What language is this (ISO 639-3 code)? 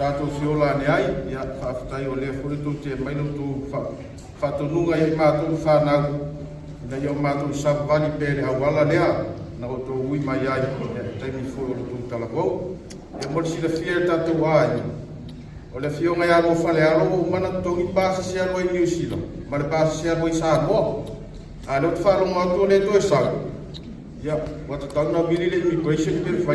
smo